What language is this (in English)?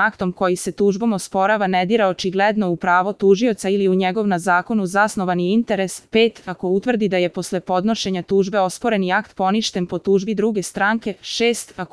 Serbian